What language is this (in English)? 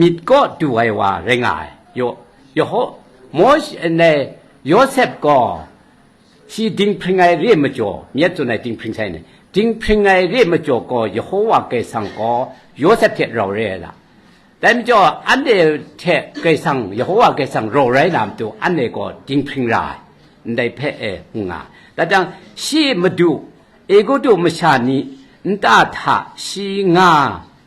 Kachin